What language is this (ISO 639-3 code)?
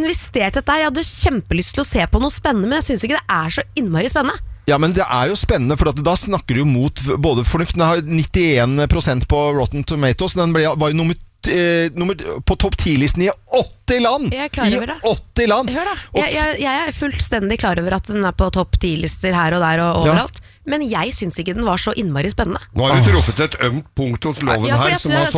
nor